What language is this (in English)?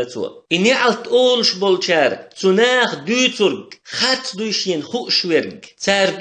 Chechen